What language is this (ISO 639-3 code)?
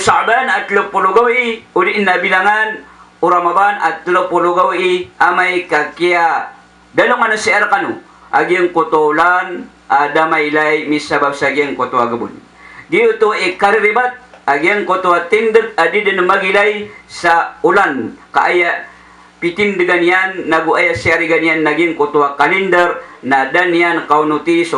mrw